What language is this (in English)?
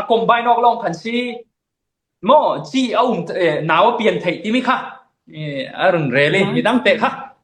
Falam Chin